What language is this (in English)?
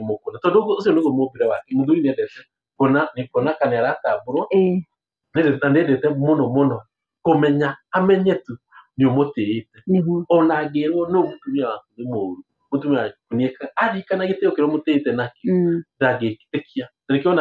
Kikuyu